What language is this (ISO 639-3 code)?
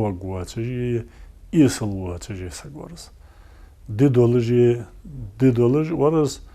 inh